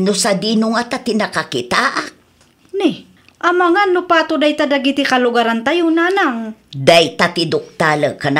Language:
Iloko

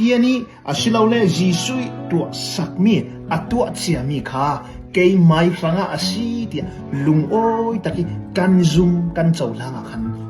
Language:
Falam Chin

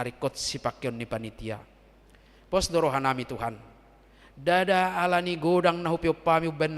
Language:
Batak Toba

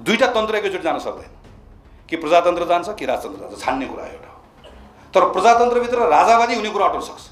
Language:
Nepali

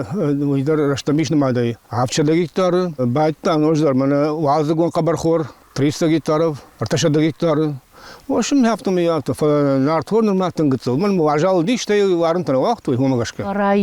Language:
Ossetic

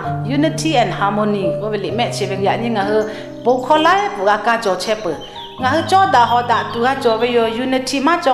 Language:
Lahu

